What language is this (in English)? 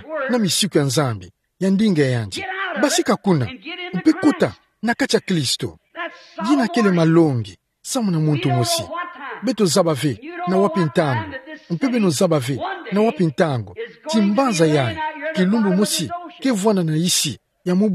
Kituba (Democratic Republic of Congo)